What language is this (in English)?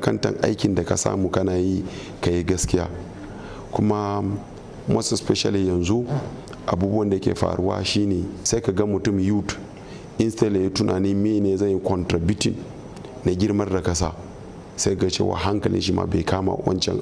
Hausa